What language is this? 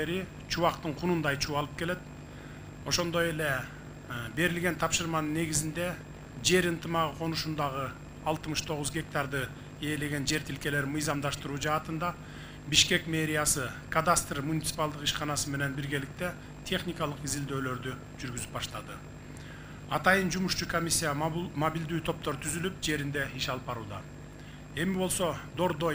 Kyrgyz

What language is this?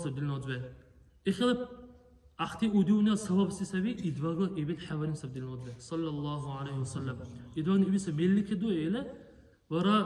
Dargwa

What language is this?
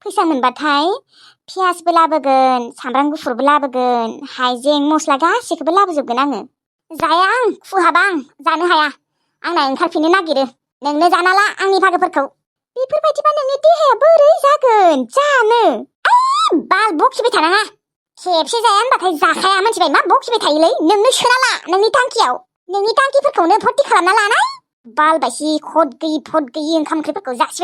Bodo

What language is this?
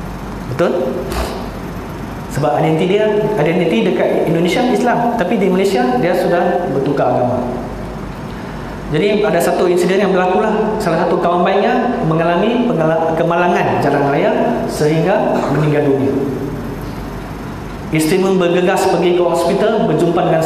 Malay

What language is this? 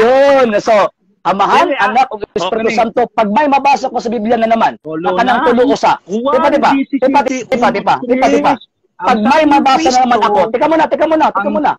Cebuano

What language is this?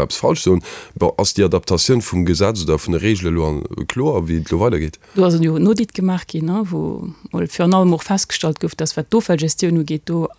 Luxembourgish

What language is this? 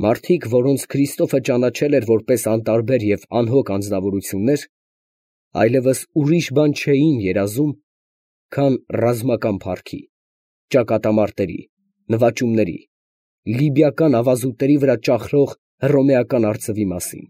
Armenian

